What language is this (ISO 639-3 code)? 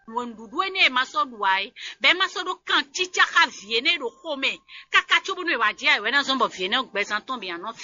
fon